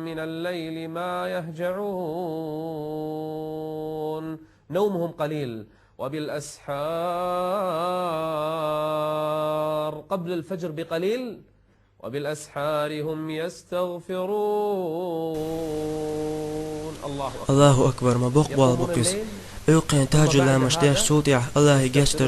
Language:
Chechen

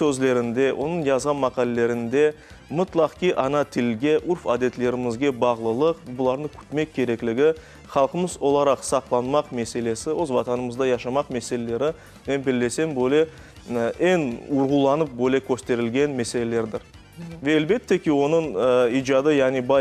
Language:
Crimean Tatar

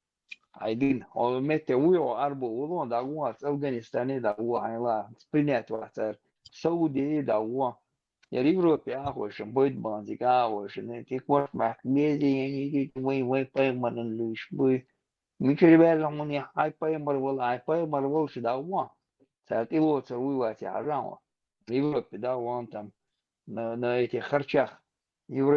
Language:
Chechen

